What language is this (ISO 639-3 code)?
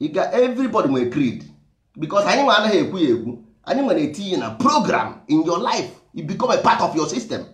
ibo